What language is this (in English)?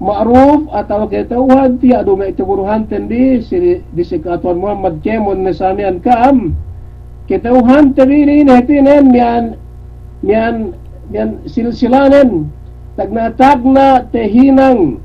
Yakan